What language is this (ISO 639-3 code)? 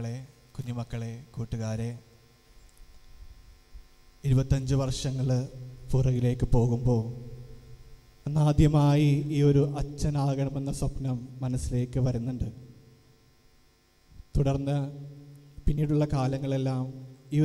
mal